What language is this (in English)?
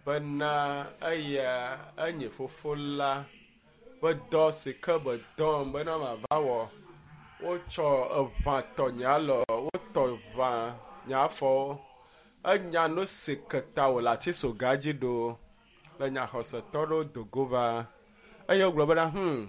Ewe